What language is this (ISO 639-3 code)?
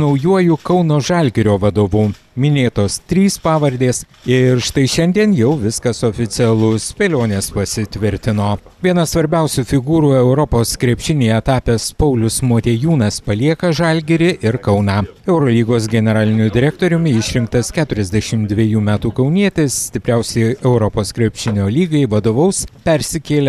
lit